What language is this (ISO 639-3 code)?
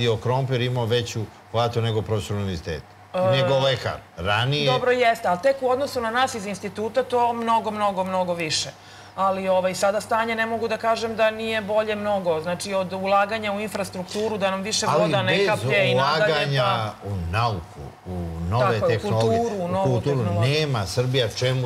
srp